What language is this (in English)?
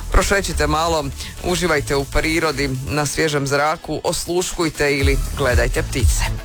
Croatian